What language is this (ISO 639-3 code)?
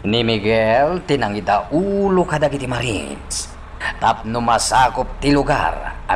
ilo